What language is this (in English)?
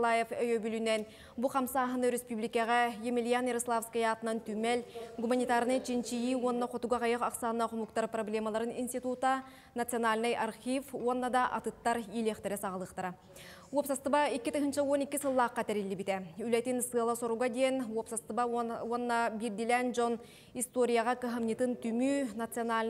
Yakut